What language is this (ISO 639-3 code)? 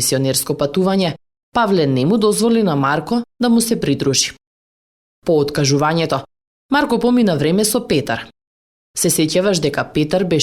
mkd